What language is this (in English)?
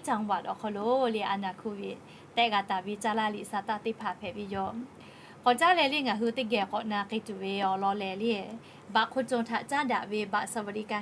Lahu